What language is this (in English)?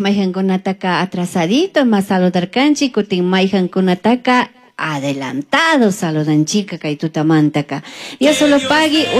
Chimborazo Highland Quichua